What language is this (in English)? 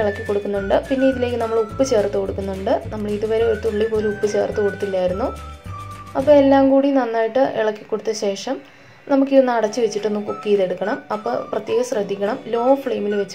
Malayalam